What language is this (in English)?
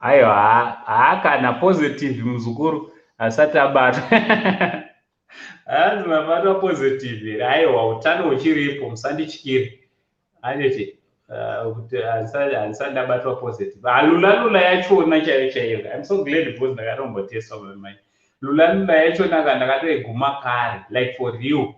Shona